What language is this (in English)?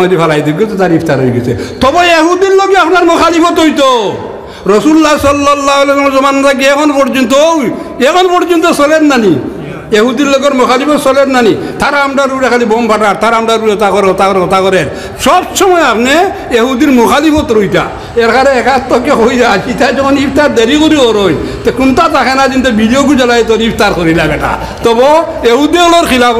Sylheti